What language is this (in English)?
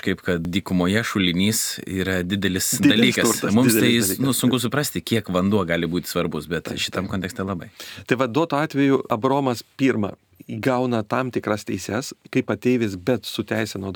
Lithuanian